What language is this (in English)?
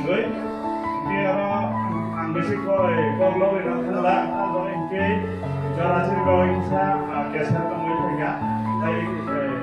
Kok Borok